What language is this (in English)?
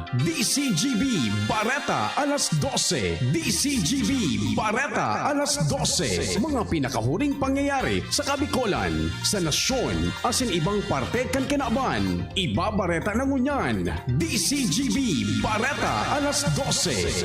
Bikol